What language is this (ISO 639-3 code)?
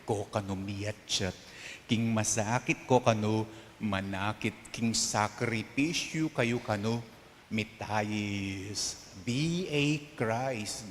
pam